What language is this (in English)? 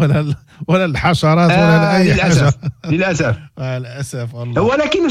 Moroccan Arabic